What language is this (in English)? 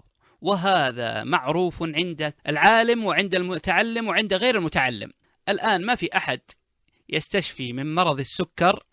Najdi Arabic